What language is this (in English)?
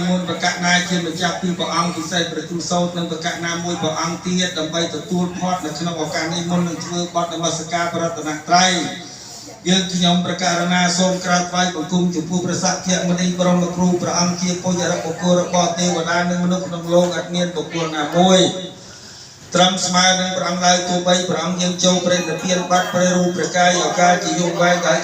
Khmer